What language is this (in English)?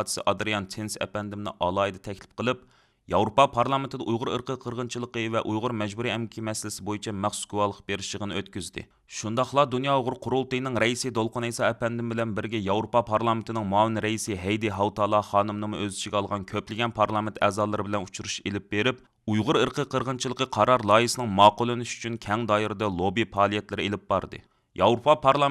Uyghur